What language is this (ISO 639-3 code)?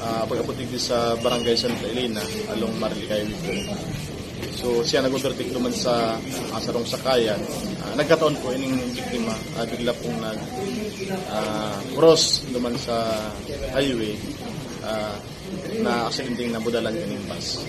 bik